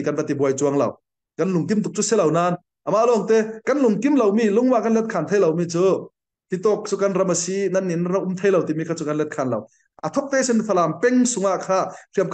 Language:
Falam Chin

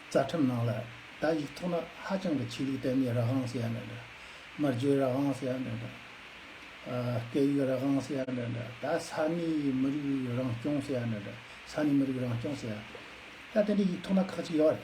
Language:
Tibetan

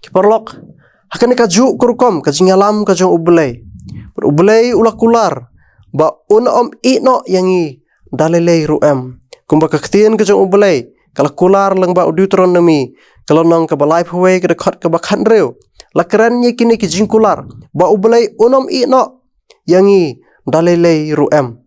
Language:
Khasi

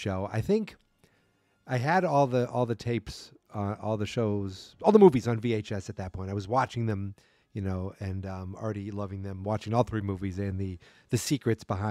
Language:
English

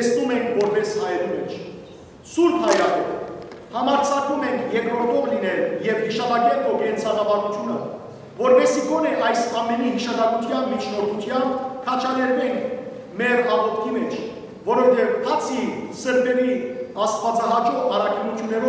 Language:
Western Armenian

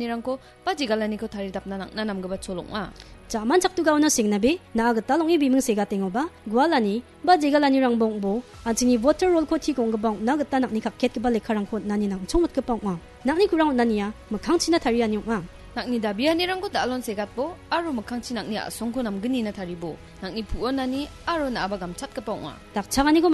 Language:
Garo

